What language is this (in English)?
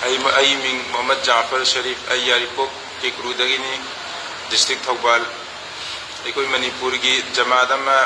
Manipuri